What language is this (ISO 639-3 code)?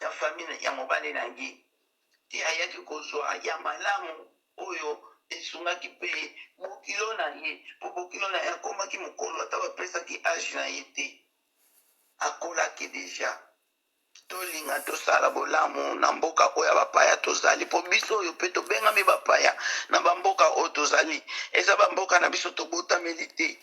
lin